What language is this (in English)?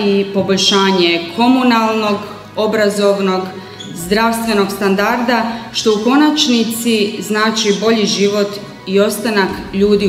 Croatian